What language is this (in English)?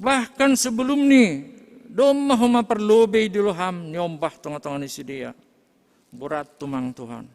Batak Simalungun